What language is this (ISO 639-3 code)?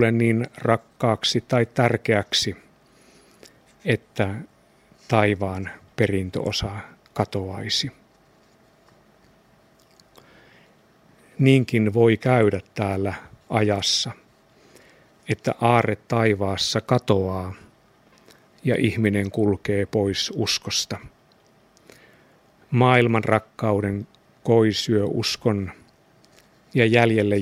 fin